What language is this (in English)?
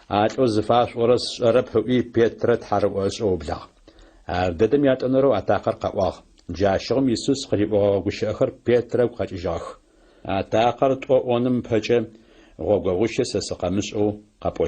Adyghe